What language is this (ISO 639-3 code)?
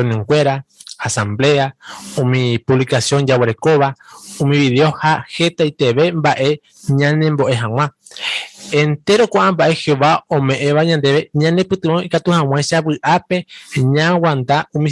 grn